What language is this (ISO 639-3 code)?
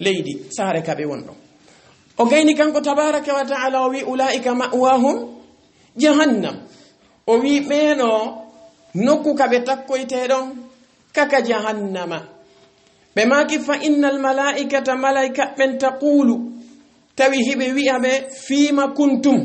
ful